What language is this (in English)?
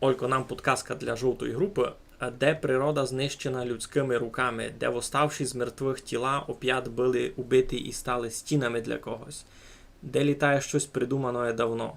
Rusyn